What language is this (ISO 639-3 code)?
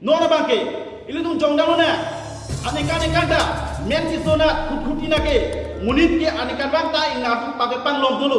mjw